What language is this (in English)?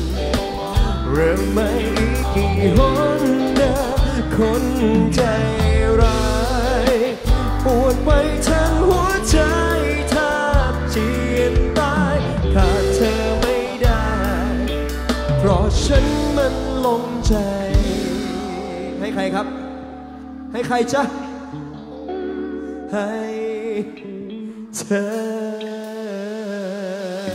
Thai